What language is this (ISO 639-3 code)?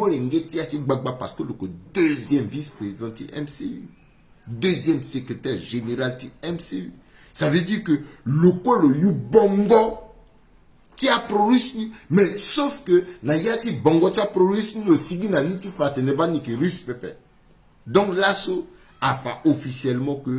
sag